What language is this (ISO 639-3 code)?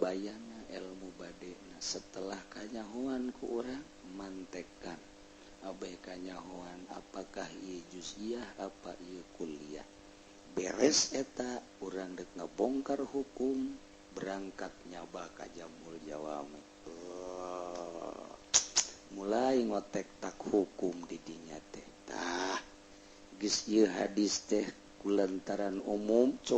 sun